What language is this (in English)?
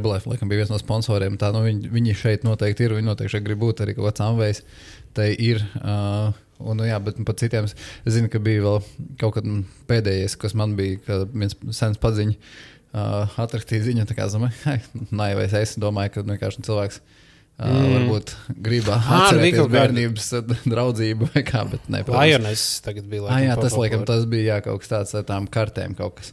Latvian